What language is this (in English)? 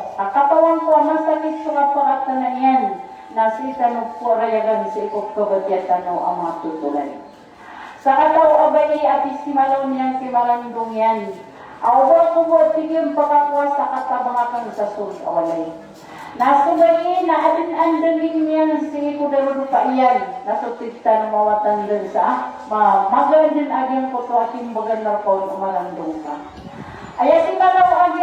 Maranao